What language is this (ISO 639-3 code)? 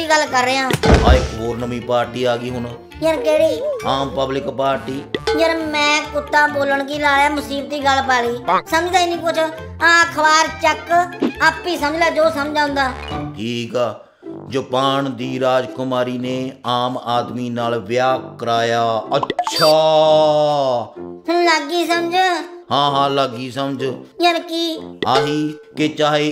pan